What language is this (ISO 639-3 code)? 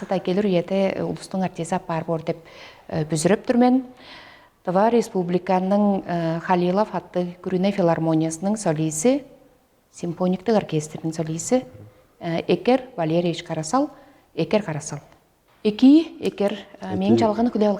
tyv